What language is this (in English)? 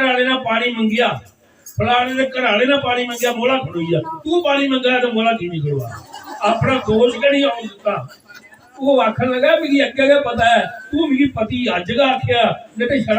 Dogri